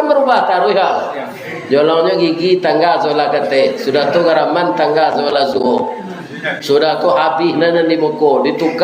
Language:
Minangkabau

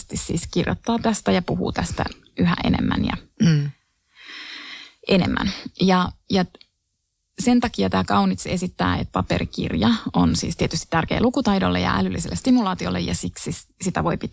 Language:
Finnish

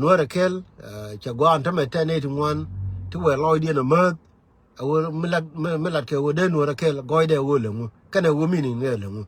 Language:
Nuer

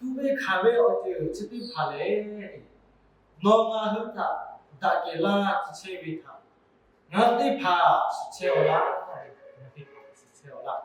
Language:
Lahu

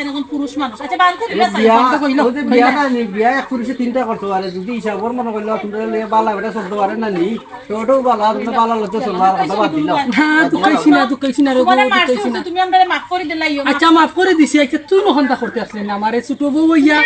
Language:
Sylheti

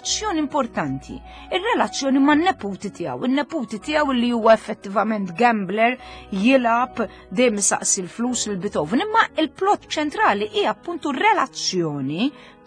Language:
Maltese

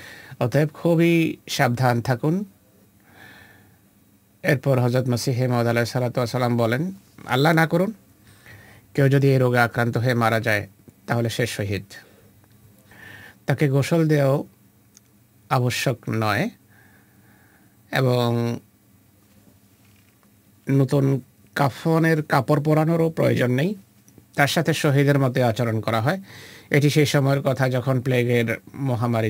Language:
Bangla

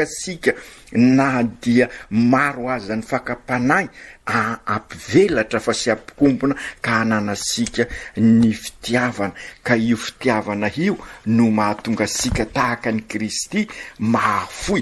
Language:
Malagasy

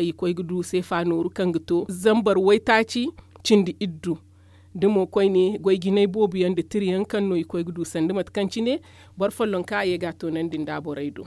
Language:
Zarma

